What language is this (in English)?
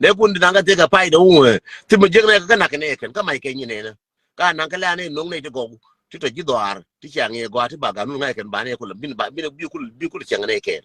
Nuer